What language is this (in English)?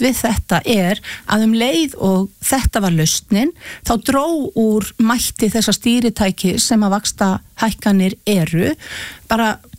Icelandic